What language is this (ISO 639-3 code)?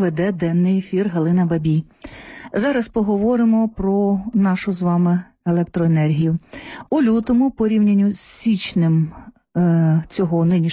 ukr